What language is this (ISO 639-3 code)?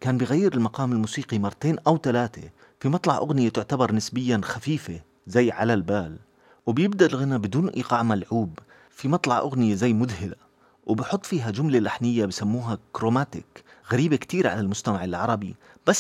apc